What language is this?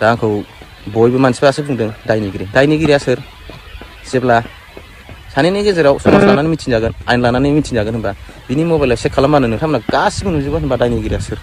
Bodo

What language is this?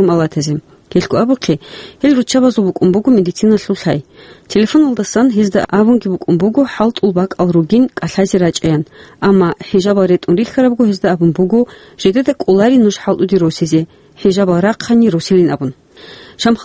Avaric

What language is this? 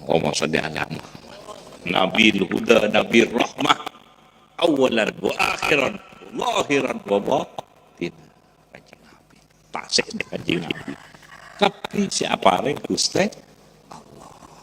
Madurese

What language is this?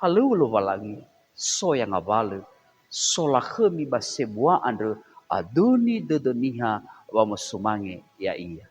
Nias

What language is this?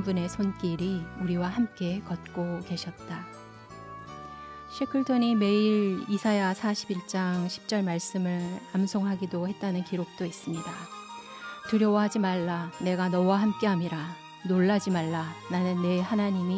Korean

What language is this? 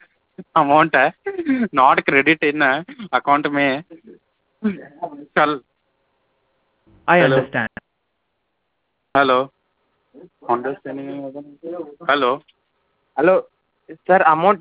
Kannada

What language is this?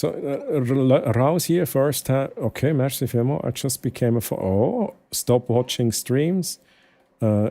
Swiss German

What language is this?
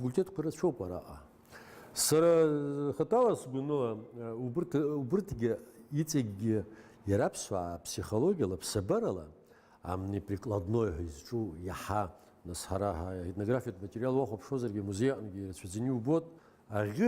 Abkhazian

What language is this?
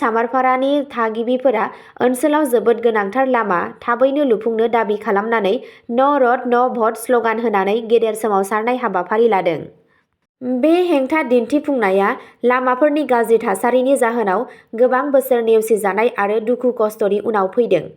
Bodo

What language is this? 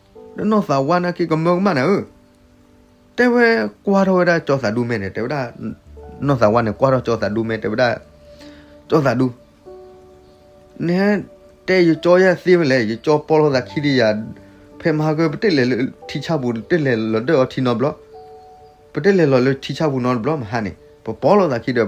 S'gaw Karen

